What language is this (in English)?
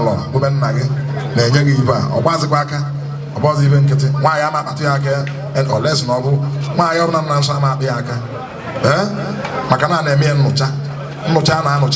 Igbo